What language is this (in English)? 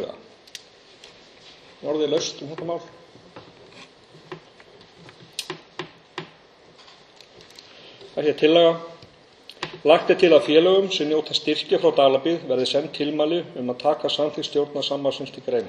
Icelandic